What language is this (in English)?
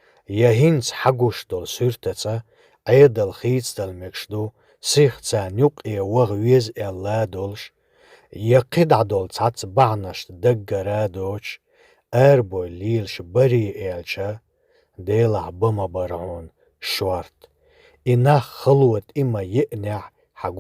Chechen